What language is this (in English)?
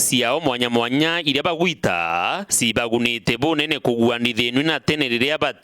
Meru